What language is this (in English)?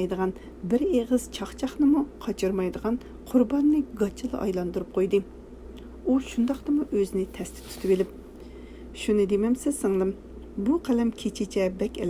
Uyghur